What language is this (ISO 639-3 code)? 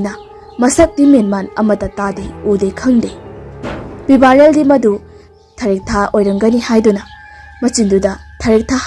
mni